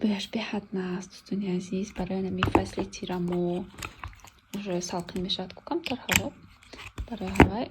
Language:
Tajik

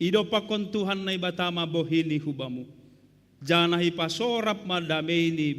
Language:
Batak Simalungun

